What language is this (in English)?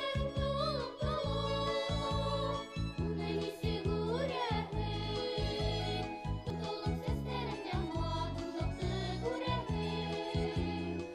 Bashkir